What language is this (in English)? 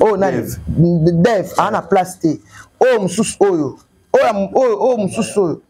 Lingala